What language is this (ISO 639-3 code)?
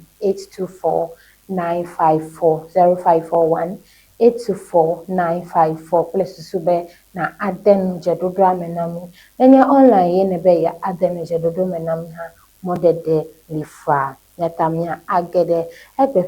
ewe